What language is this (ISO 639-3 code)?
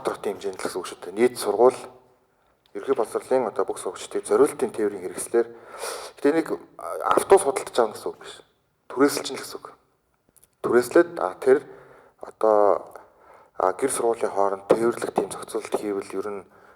mon